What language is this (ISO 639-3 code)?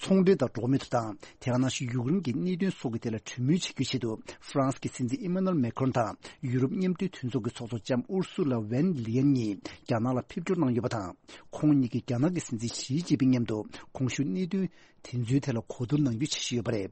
bod